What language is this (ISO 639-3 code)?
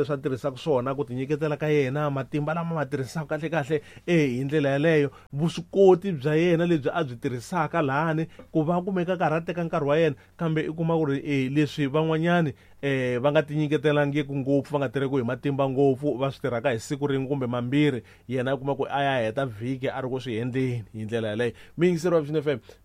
tso